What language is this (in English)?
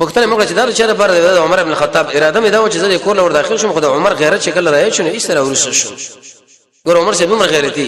Pashto